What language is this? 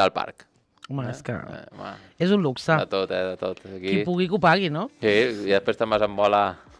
Catalan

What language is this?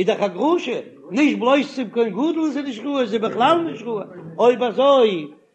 Yiddish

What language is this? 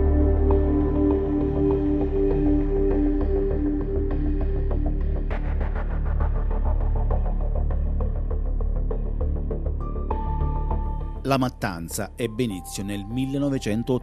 Italian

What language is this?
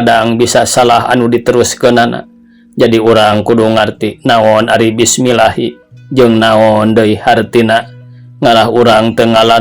Sundanese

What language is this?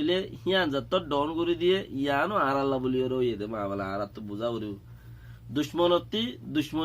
Rohingya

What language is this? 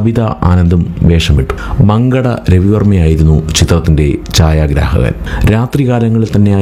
Malayalam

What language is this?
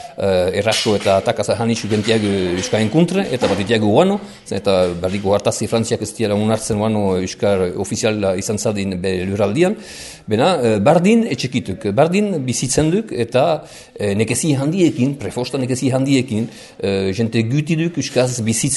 Basque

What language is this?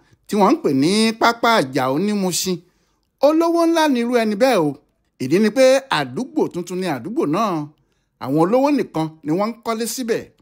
Yoruba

